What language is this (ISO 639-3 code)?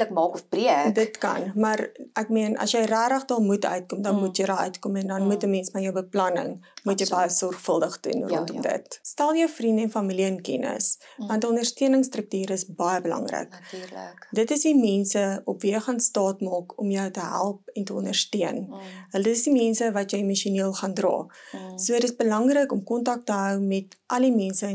afr